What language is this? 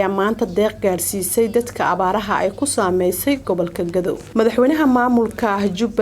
Somali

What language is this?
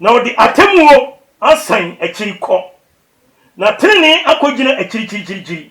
Akan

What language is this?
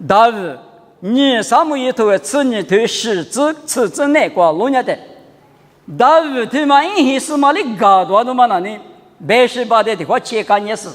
Lisu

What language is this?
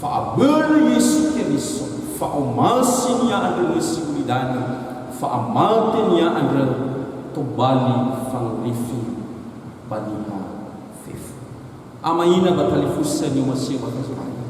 Nias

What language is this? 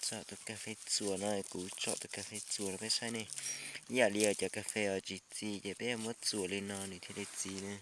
Hmong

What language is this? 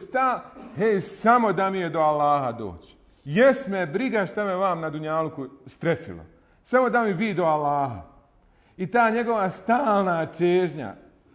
Bosnian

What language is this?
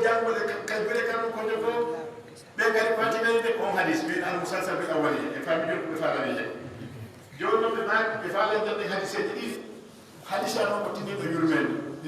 Pular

